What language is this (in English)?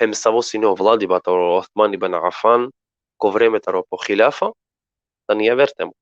Balkan Romani